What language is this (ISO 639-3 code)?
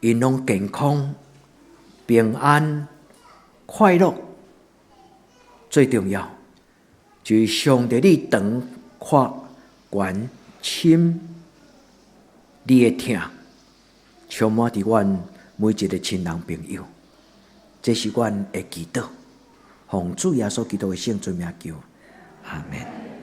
nan